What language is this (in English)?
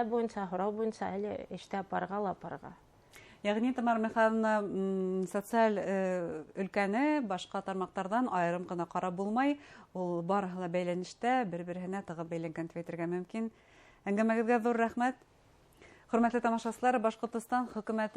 Bashkir